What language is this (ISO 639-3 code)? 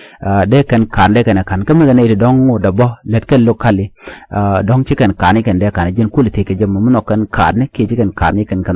nus